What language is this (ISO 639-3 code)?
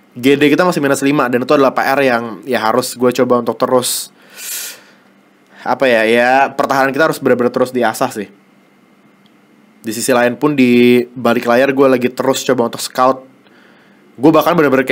ind